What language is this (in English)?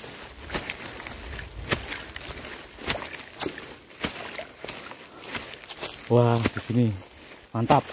Indonesian